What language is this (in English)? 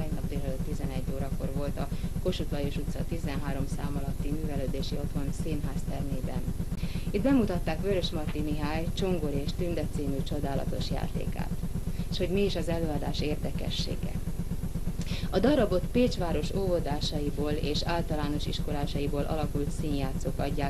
Hungarian